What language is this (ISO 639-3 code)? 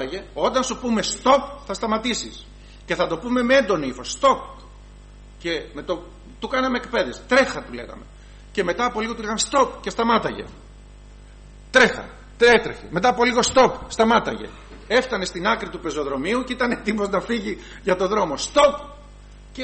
ell